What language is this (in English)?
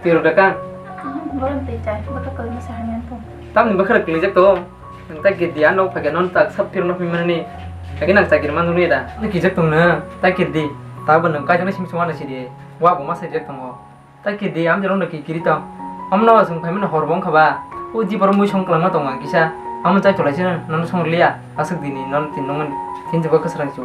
Kok Borok